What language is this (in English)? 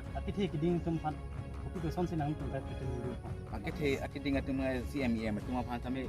Karbi